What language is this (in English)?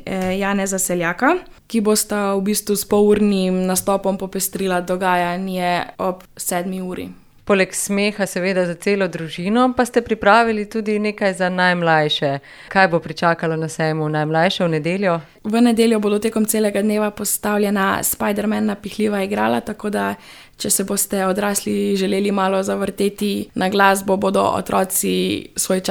Slovenian